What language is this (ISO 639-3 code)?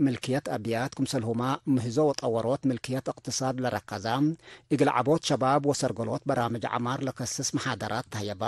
tig